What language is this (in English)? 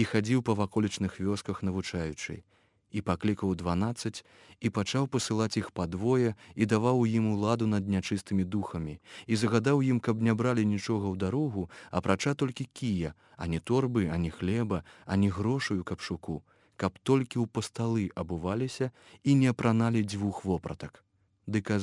Belarusian